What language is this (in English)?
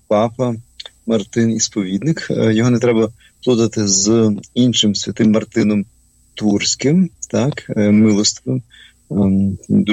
Ukrainian